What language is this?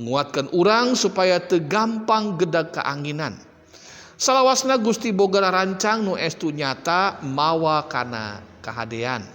Sundanese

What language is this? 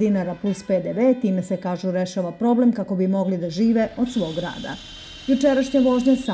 Serbian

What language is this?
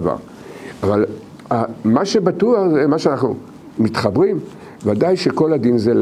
Hebrew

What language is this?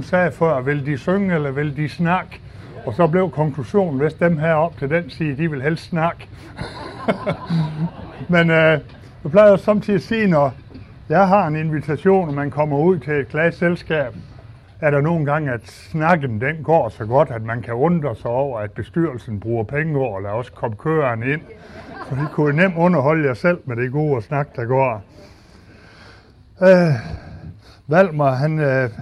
Danish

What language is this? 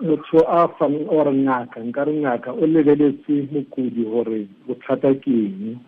Tswana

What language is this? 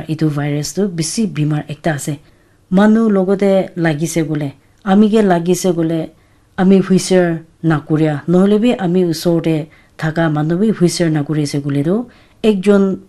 Naga Pidgin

